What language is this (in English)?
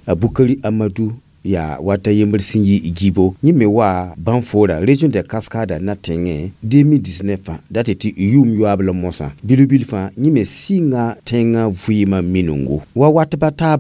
Mossi